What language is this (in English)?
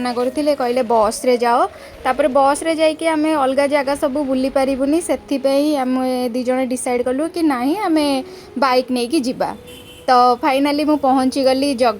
Odia